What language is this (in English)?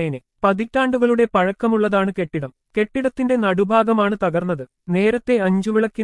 Malayalam